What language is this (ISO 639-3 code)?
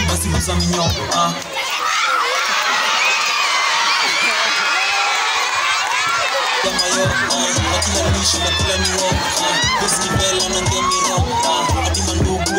swa